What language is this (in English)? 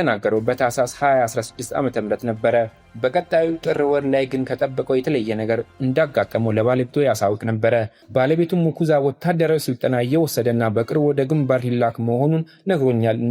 Amharic